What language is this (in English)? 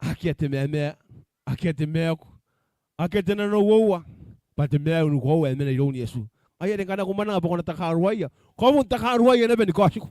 Gilbertese